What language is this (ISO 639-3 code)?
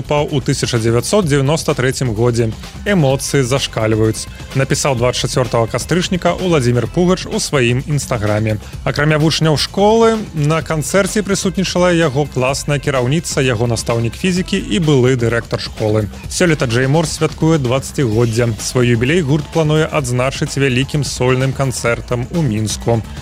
bel